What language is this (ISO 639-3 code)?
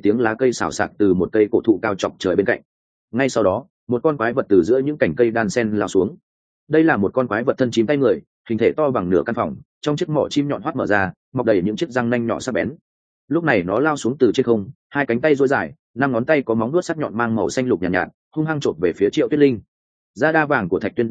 vie